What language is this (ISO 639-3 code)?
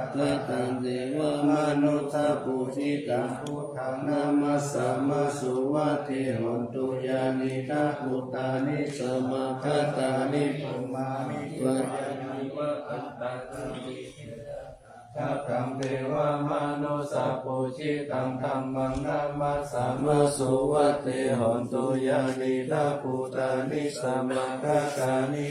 pli